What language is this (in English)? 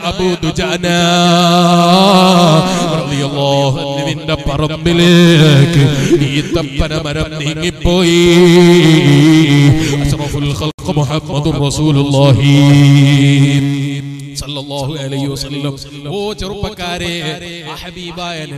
Malayalam